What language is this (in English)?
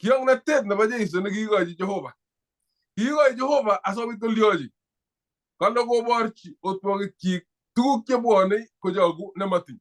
Kalenjin